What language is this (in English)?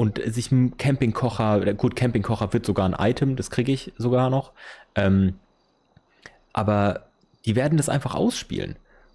German